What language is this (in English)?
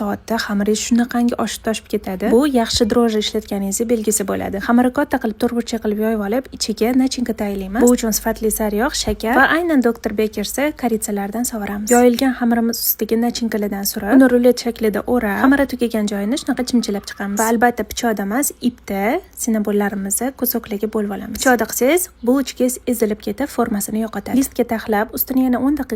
Uzbek